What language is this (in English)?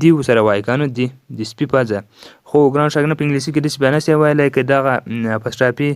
Pashto